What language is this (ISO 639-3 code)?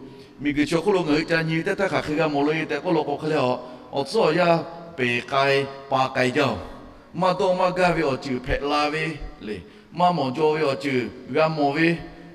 lhu